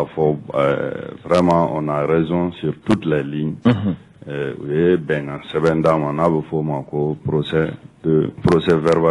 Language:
Bambara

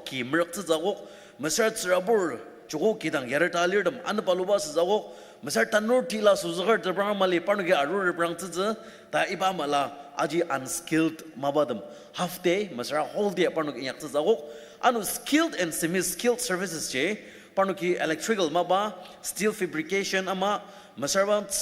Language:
Ao Naga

